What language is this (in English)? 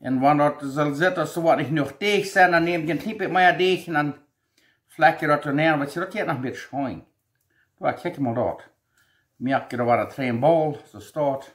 Plautdietsch